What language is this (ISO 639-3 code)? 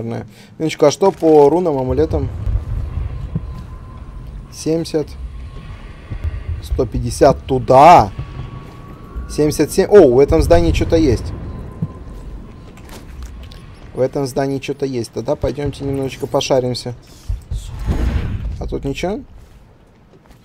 rus